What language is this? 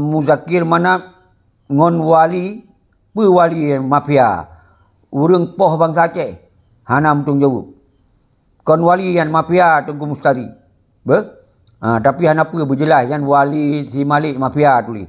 Achinese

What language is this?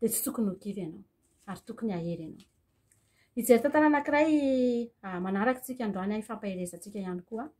Malagasy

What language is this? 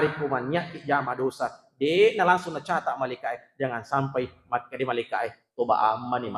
Buginese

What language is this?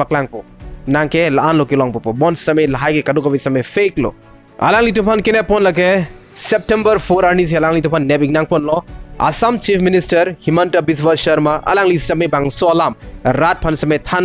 Karbi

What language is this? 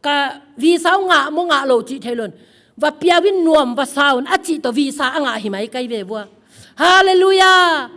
Tedim Chin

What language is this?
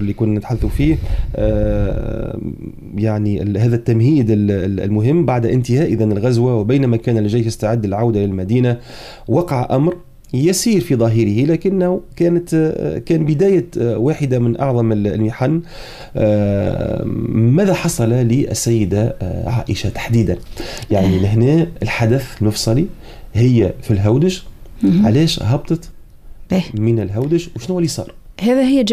Arabic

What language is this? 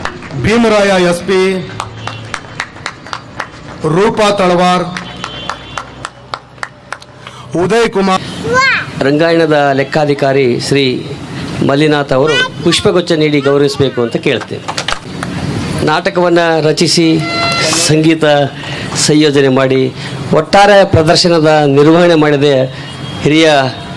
Kannada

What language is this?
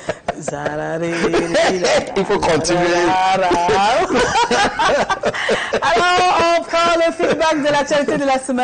French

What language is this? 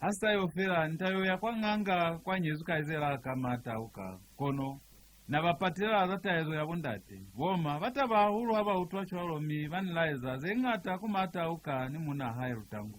Lozi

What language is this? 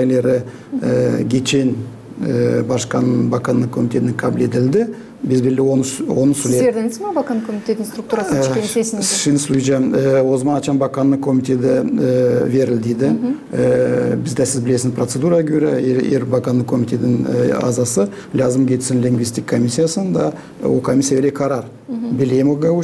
Gagauz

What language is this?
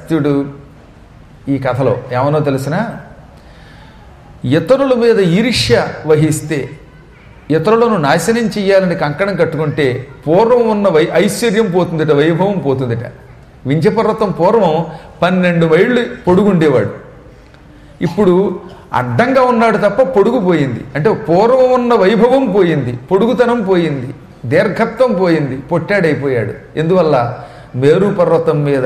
Telugu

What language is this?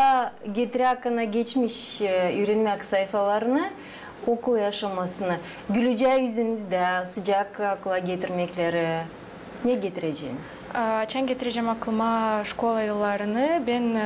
Gagauz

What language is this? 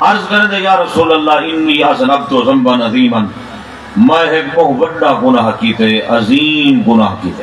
Saraiki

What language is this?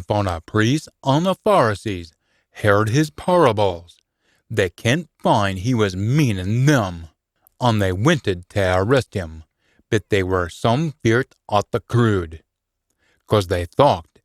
Scots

